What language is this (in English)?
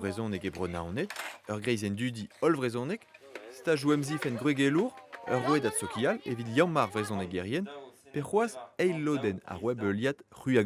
Breton